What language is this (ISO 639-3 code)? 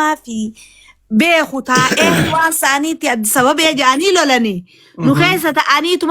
orm